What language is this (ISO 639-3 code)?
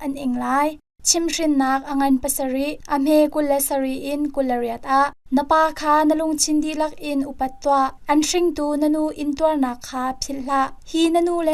cnh